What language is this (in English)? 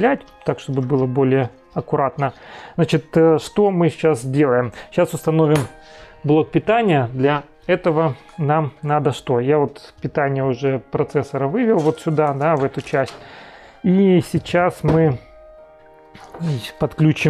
Russian